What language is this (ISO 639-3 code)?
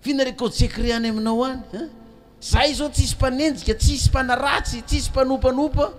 mlg